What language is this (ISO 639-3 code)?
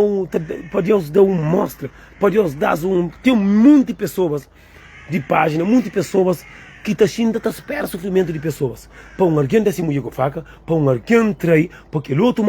kea